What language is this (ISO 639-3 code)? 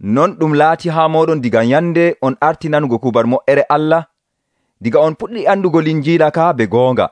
fuv